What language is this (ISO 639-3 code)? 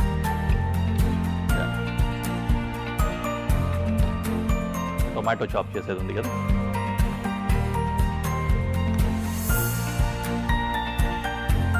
tel